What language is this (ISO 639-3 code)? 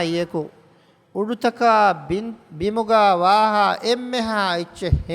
div